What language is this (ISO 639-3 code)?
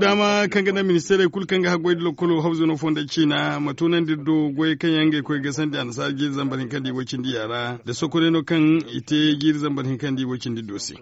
dje